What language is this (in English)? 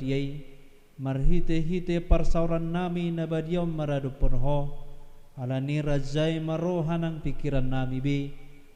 Batak Toba